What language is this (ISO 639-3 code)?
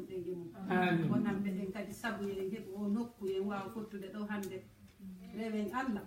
ful